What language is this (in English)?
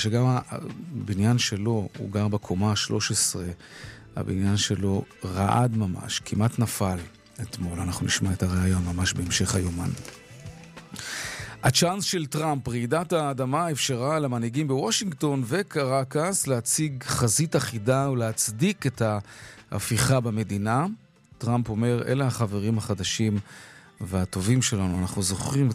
Hebrew